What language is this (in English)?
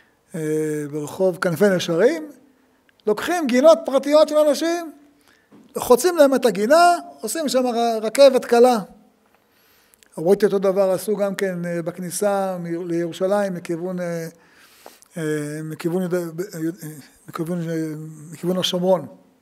Hebrew